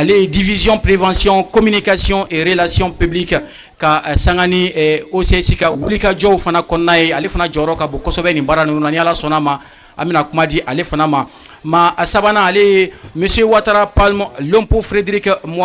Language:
Bambara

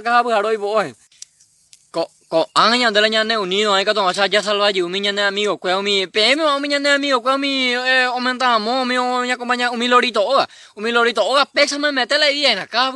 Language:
Guarani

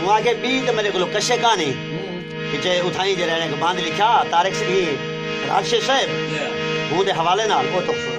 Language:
Saraiki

